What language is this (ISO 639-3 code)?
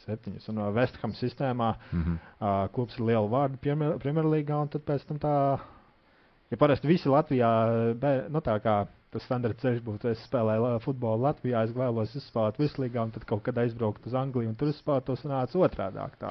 lav